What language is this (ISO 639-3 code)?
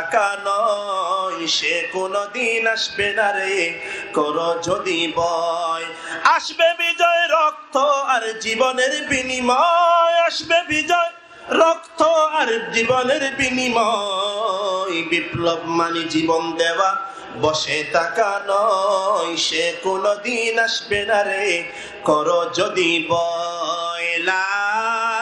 rhg